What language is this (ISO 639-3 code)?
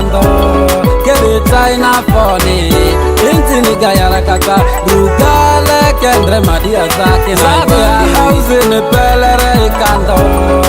mhi